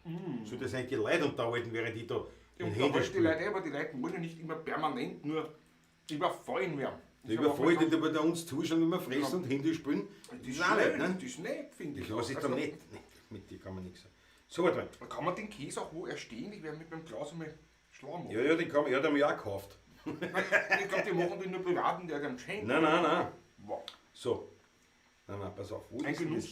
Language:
Bavarian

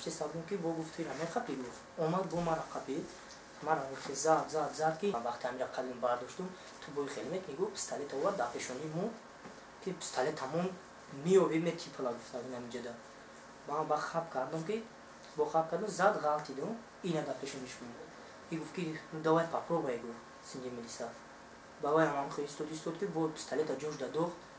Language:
Tajik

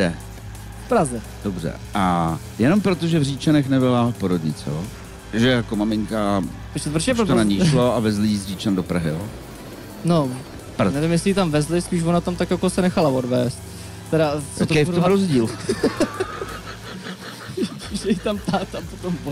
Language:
Czech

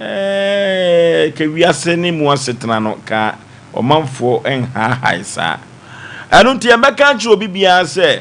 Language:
Akan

